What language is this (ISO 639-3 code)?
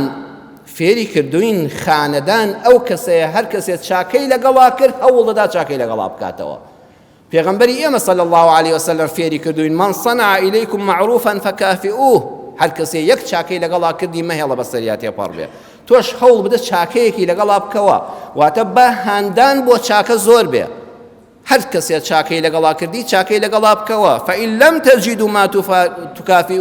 ckb